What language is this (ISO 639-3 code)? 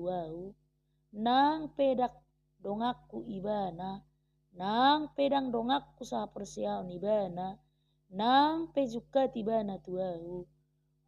bbc